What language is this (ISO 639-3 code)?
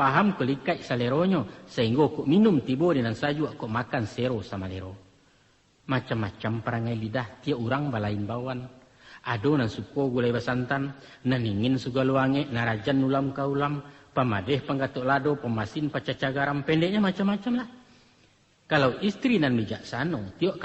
min